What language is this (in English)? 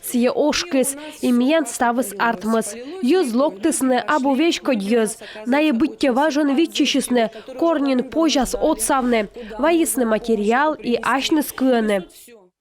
Komi